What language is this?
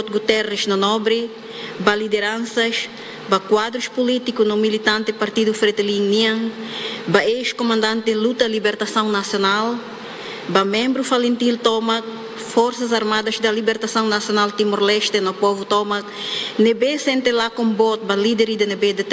Tetum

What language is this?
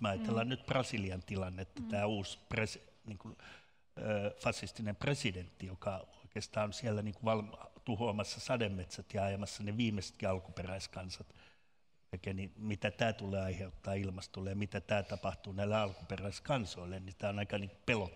Finnish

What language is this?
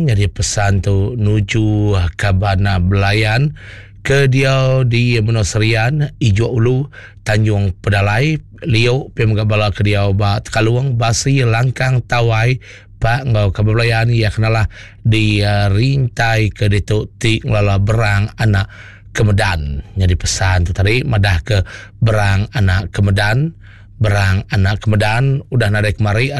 Iban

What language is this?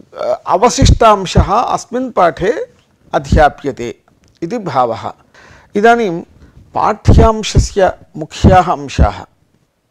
Sanskrit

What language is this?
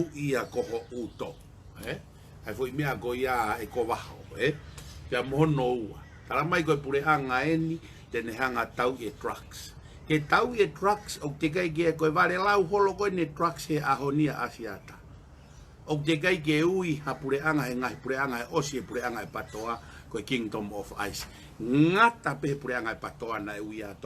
Tongan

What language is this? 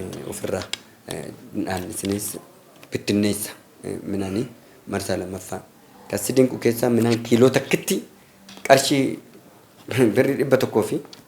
Oromo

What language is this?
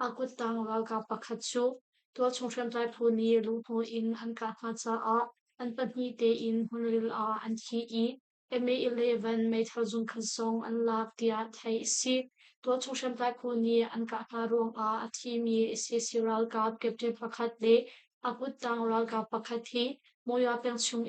Hakha Chin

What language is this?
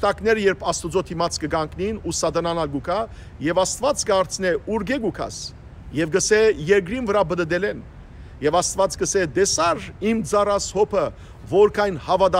Western Armenian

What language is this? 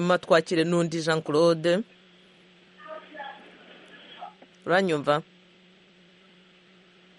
Kinyarwanda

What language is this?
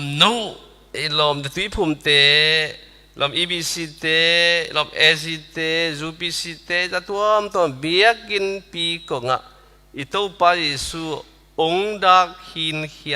Tedim Chin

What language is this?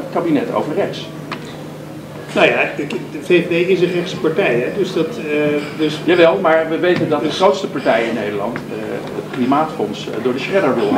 Dutch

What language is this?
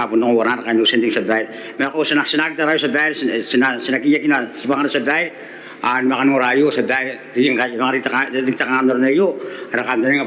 Gilbertese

